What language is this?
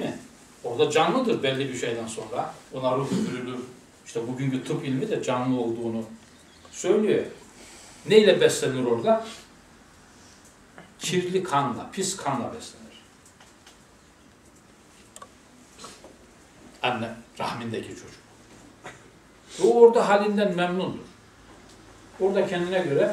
Turkish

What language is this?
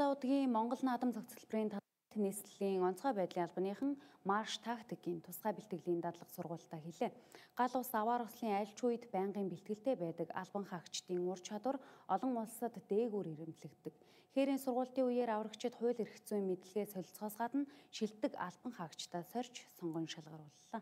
Mongolian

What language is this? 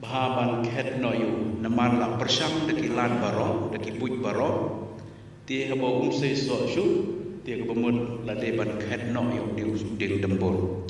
Khasi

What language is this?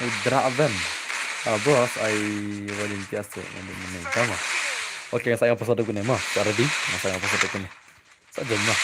Khasi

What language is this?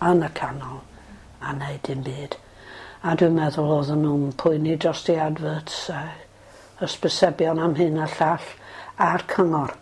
Welsh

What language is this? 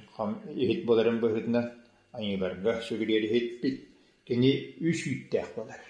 Yakut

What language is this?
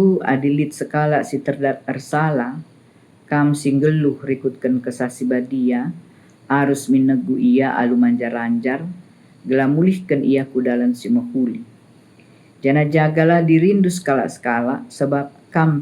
Batak Karo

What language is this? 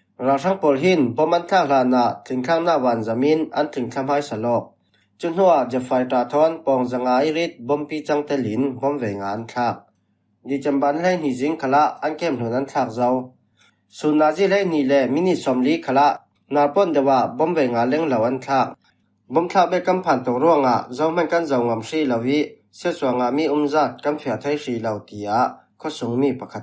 Falam Chin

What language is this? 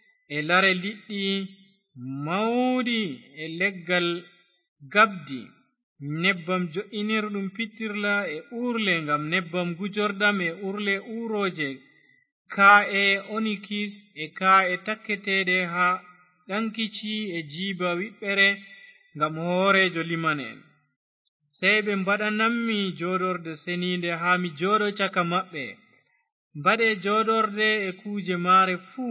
Fula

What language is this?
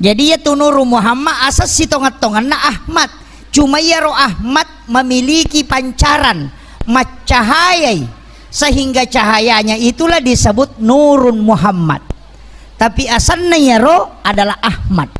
Buginese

